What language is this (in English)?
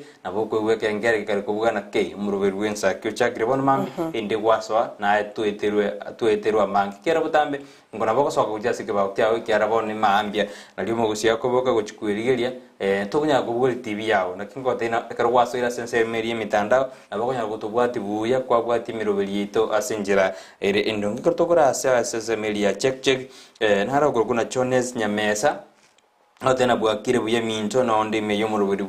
Gusii